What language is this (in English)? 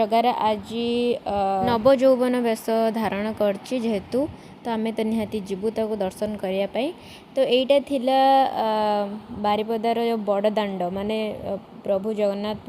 Odia